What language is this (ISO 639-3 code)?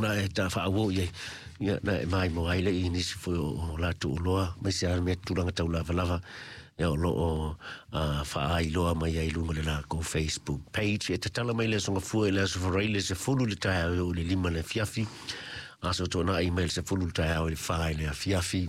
smo